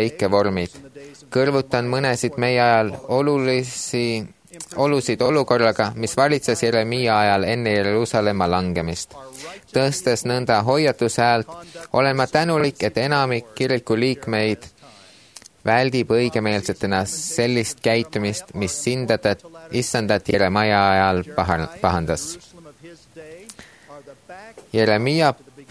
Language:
Estonian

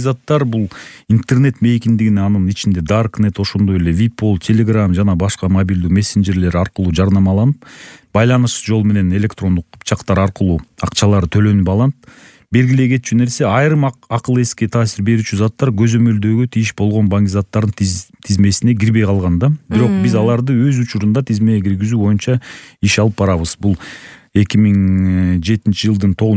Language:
Kyrgyz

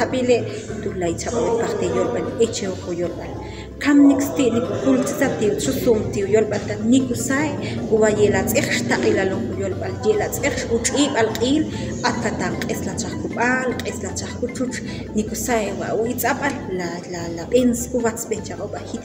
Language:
Ixil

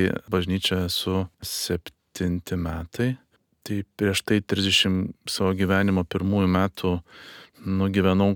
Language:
Lithuanian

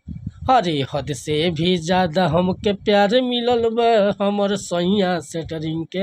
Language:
Bhojpuri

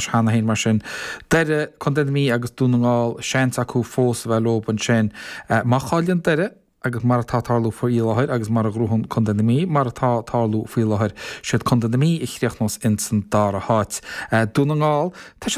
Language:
Irish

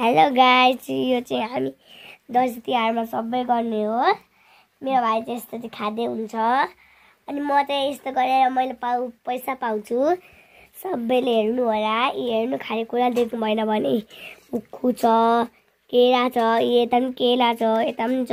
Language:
Nepali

